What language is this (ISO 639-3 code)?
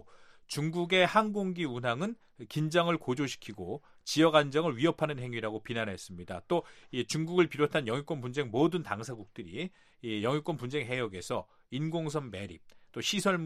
kor